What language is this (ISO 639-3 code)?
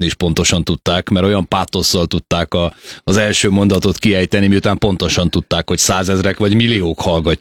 hun